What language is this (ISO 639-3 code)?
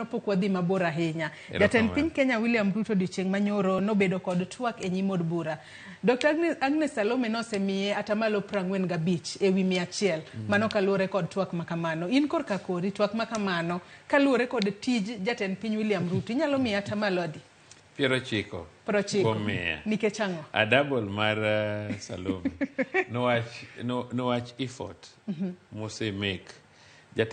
luo